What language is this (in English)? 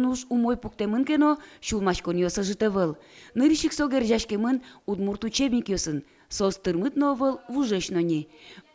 Udmurt